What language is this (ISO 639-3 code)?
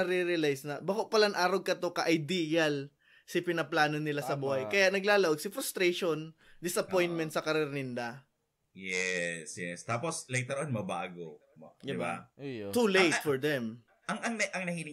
bik